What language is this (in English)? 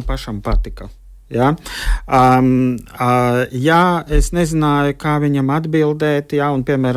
Latvian